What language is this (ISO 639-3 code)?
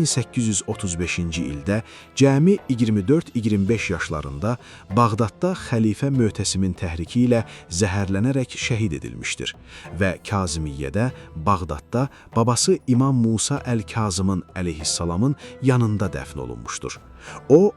aze